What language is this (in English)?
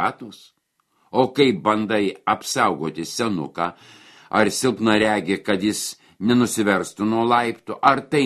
Lithuanian